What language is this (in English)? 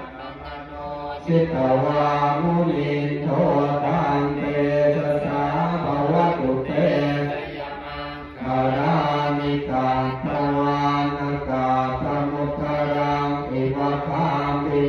Pali